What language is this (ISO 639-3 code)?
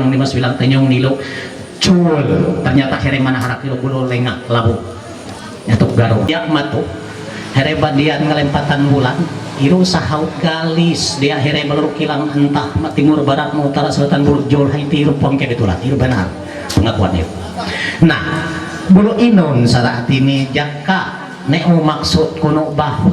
mhy